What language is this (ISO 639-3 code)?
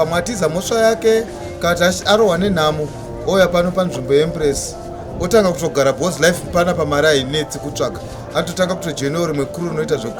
sna